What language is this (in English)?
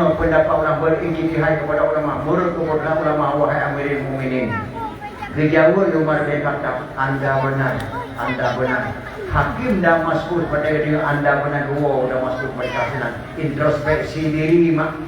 Achinese